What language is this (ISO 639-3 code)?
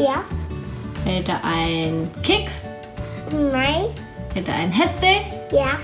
fao